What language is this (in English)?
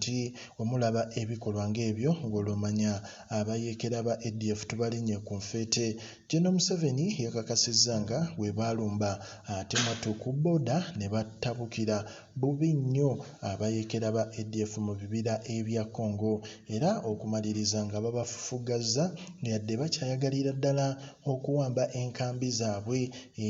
Ganda